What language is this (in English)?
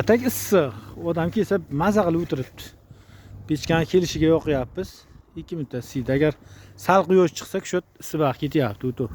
Uzbek